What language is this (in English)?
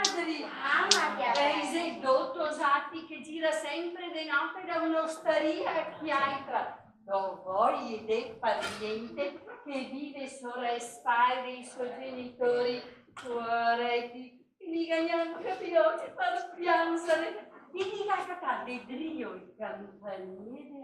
Venetian